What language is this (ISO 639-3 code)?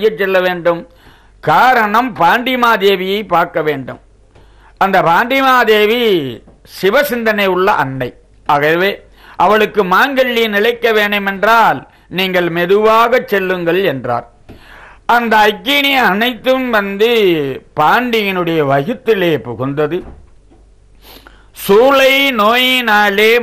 tam